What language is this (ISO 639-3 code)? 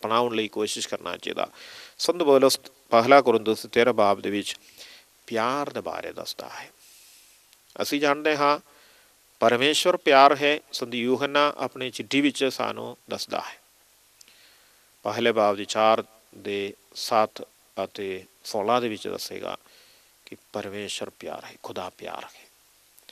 pan